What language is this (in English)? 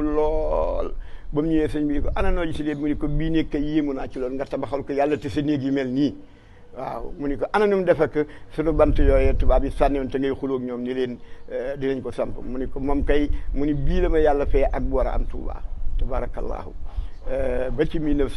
Wolof